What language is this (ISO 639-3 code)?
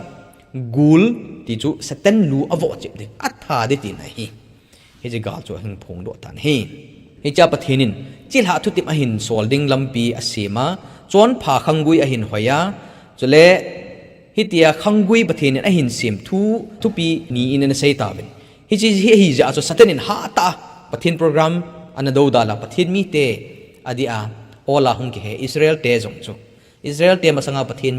tcz